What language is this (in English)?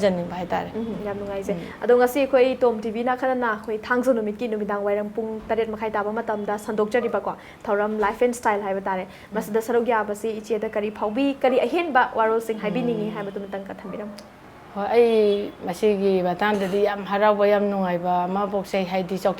Manipuri